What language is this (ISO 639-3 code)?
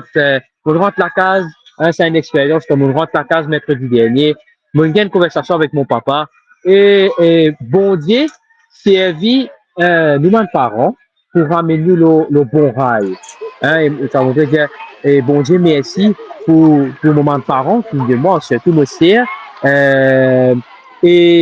mfe